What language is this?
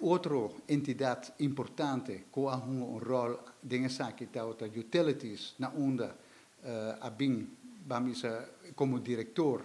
Papiamento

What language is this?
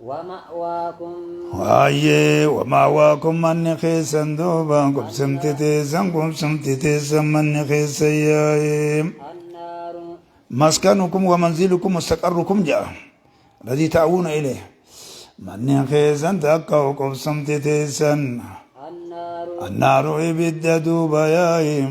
Oromo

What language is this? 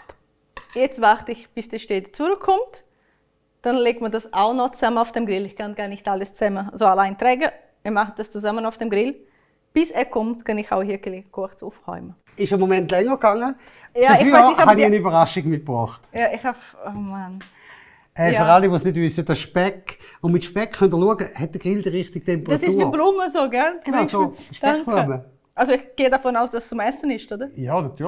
Swiss German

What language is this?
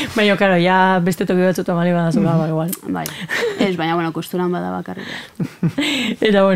Basque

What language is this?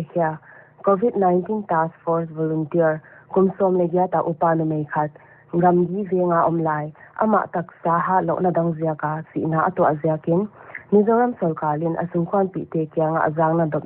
Paite Chin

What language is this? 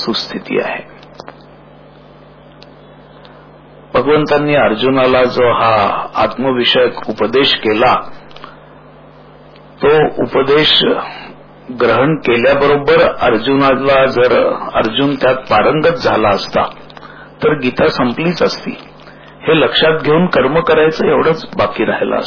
Marathi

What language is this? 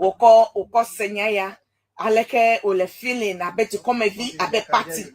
Ewe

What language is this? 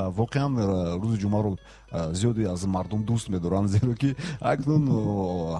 Tajik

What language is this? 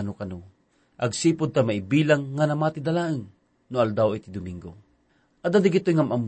Iloko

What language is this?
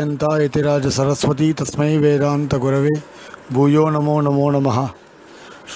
Tamil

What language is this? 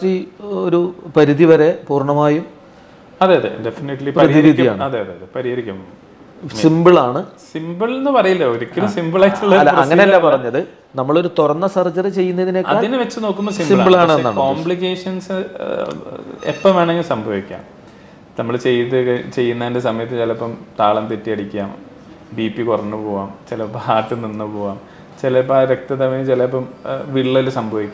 Malayalam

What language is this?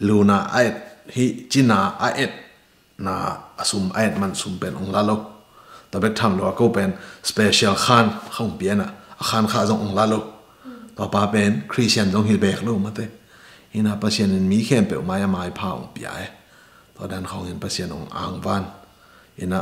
Tedim Chin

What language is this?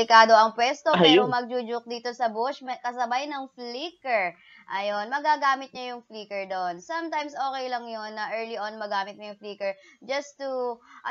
Filipino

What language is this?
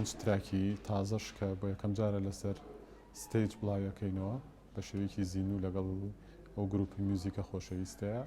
Central Kurdish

